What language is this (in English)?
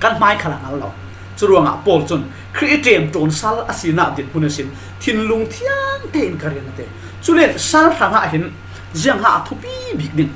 Falam Chin